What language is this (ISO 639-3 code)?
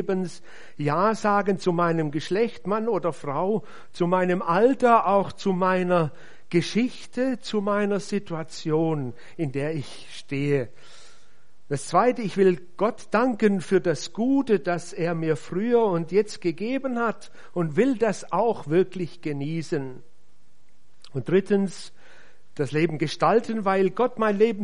deu